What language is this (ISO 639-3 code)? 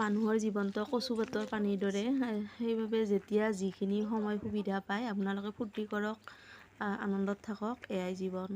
asm